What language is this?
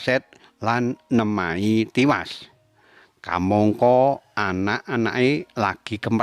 Javanese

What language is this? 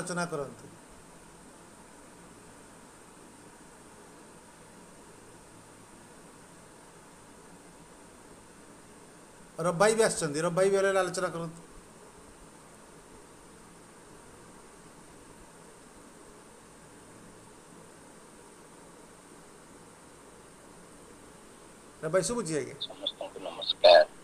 Odia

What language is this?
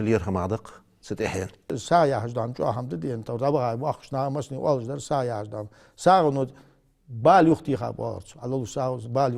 Ingush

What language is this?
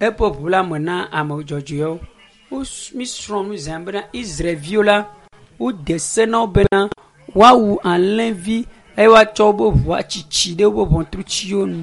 Ewe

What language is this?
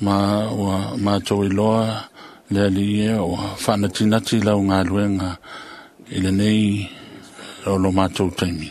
Samoan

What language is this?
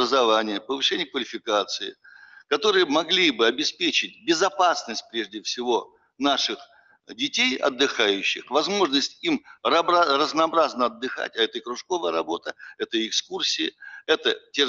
Russian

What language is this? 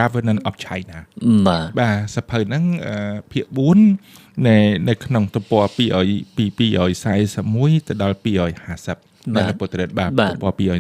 Khmer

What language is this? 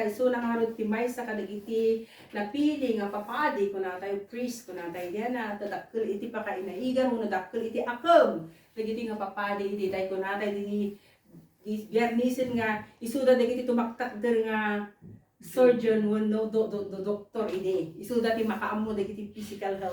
Iloko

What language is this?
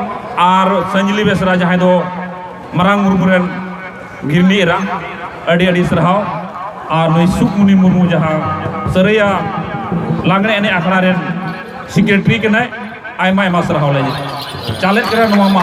Santali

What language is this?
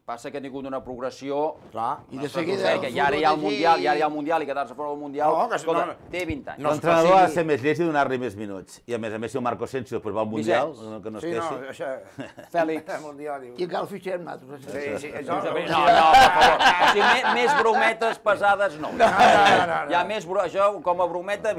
Catalan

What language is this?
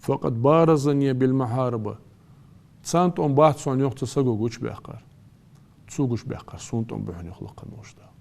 Ingush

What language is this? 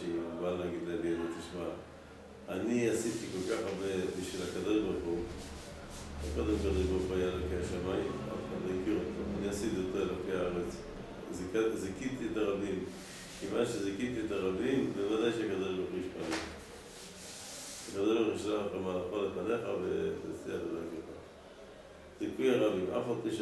Hebrew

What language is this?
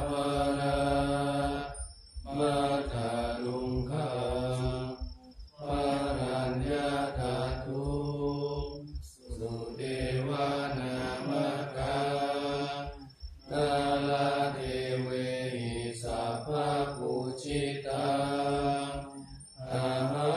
Pali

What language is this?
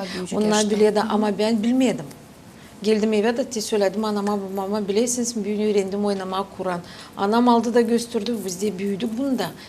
Gagauz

